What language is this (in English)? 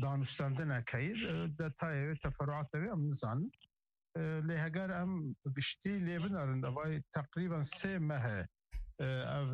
Kurdish